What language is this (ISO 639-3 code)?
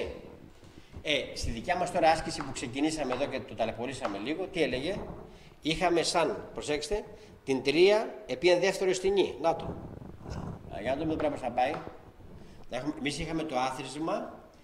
ell